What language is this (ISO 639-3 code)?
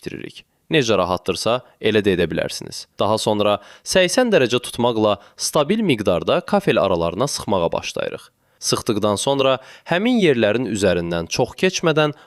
aze